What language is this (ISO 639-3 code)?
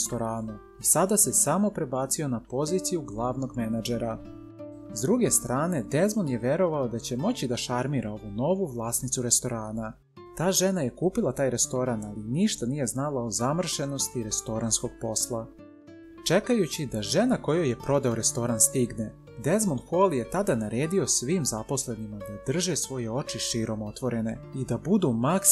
srp